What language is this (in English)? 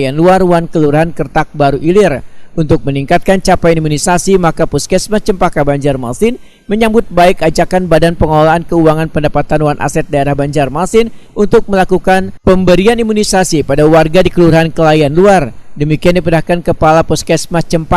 Banjar